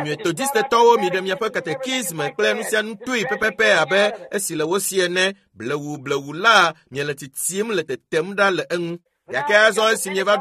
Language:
Ewe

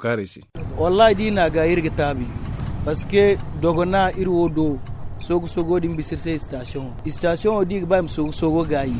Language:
Zarma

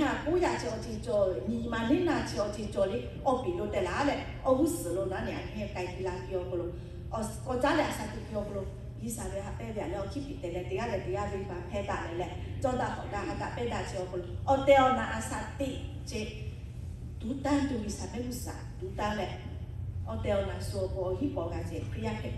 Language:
Lahu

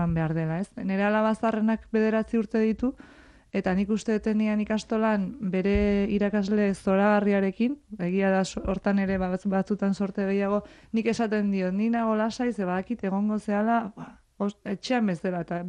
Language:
Basque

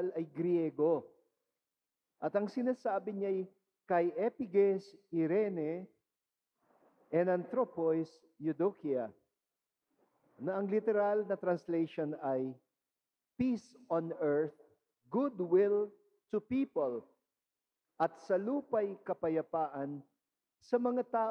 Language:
Filipino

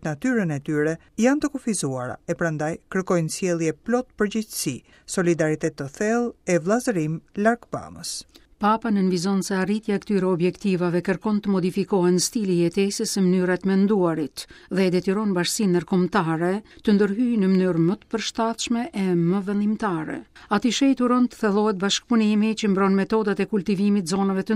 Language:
Albanian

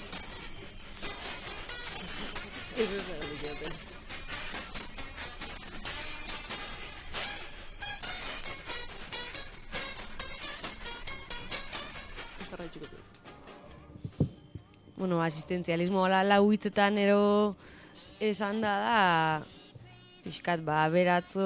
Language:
Basque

